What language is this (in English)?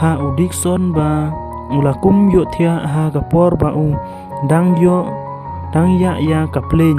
Khasi